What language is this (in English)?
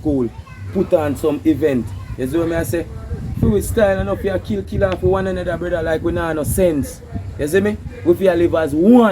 Jamaican Creole English